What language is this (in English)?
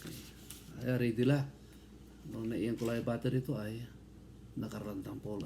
Pangasinan